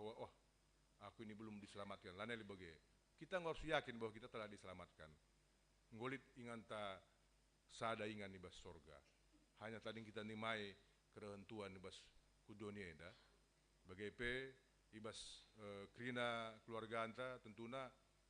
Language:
Batak Karo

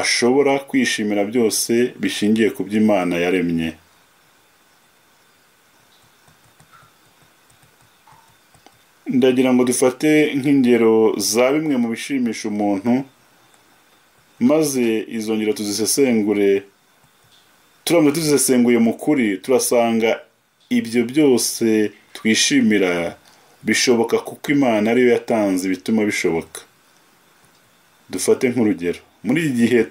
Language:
Kinyarwanda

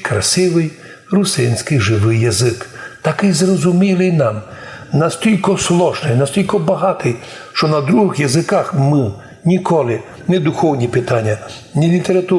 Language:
Rusyn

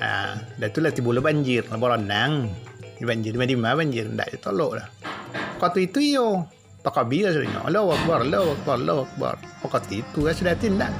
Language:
Minangkabau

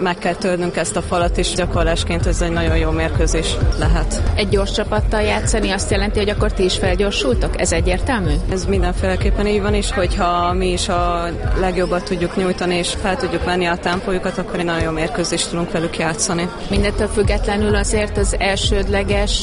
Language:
Hungarian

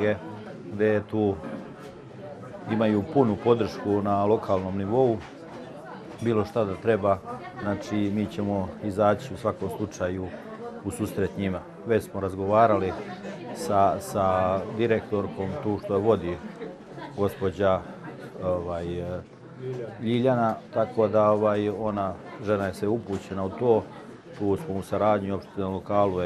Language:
Serbian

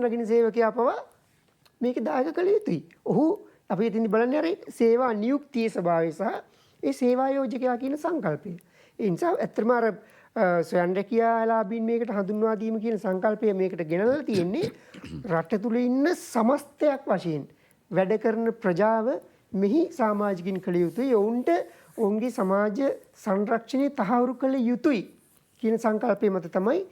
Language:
Sinhala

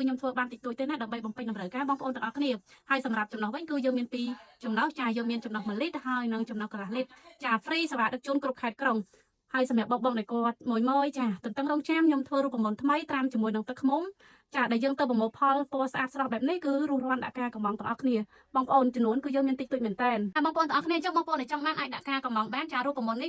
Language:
Khmer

